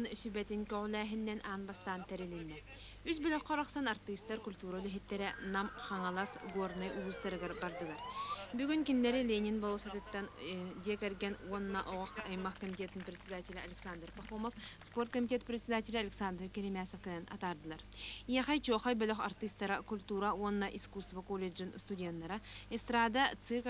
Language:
Yakut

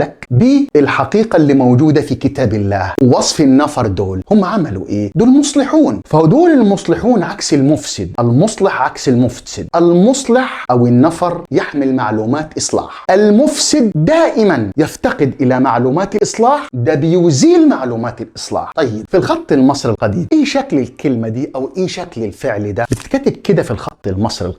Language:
Egyptian Arabic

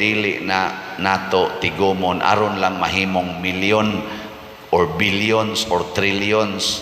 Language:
Cebuano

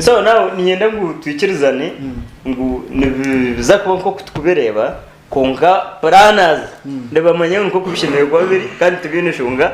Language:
Nyankole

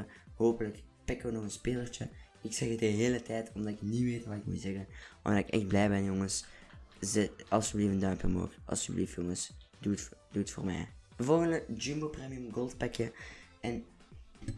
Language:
Dutch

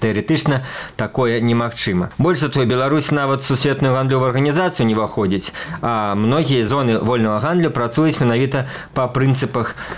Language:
Belarusian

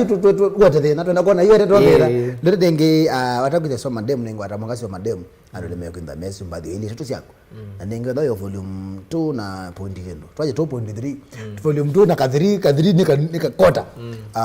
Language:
Kamba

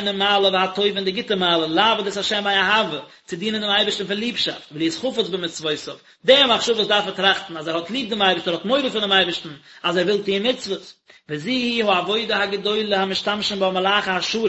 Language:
Yiddish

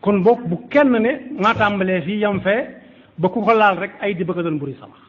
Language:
Wolof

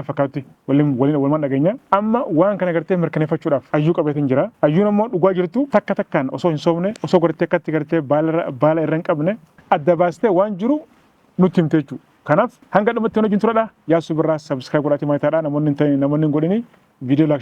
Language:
Oromo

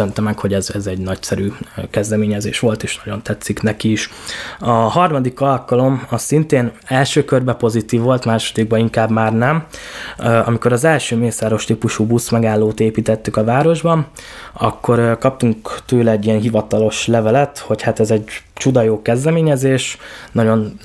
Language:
Hungarian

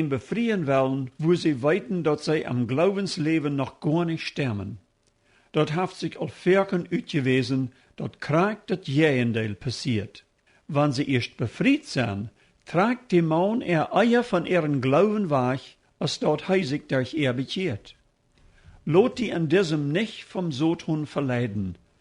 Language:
Plautdietsch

